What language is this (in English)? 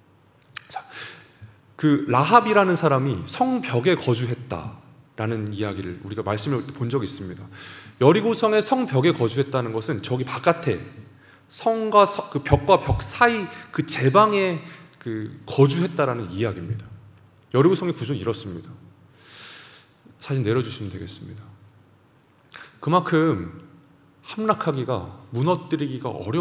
Korean